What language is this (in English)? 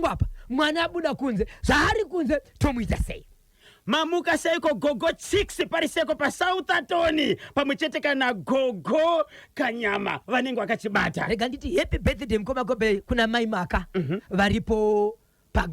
Shona